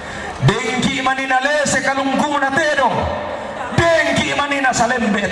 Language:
Toraja-Sa'dan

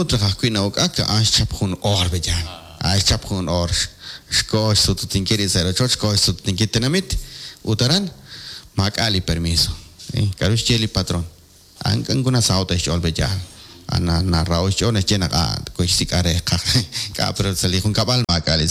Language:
Kekchí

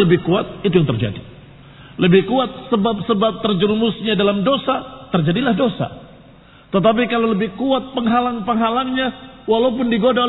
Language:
Indonesian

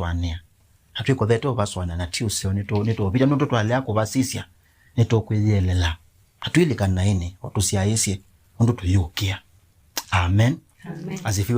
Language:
Kamba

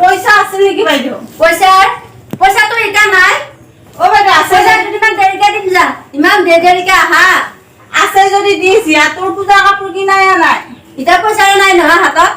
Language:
Assamese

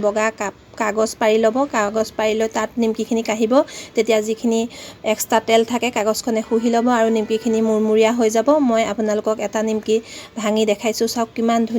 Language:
Assamese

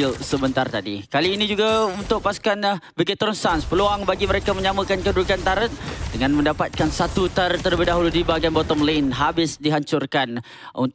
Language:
Malay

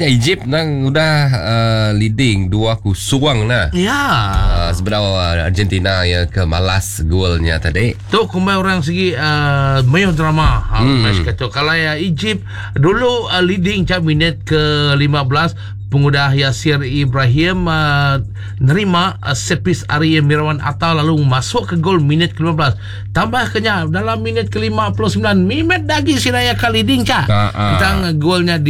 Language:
Iban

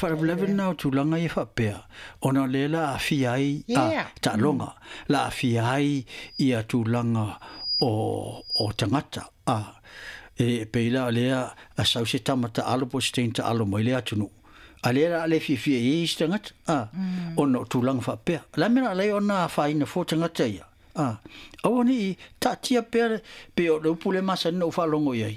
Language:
Samoan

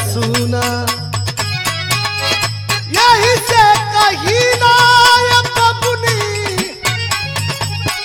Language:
Bhojpuri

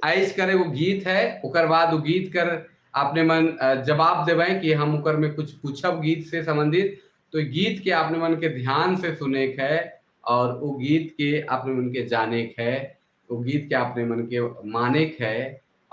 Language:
Sadri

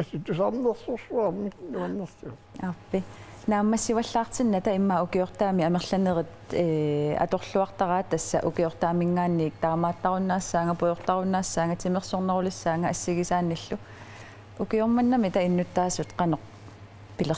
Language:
Kalaallisut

